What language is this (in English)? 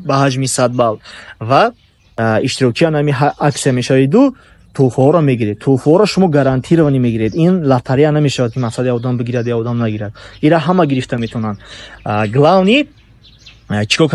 Tajik